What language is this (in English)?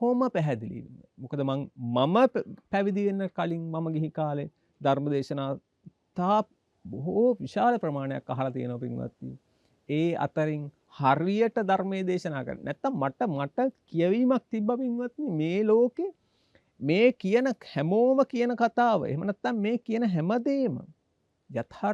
Sinhala